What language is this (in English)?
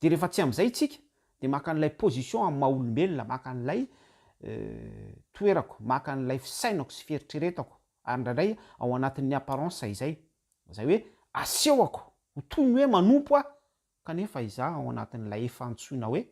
Malagasy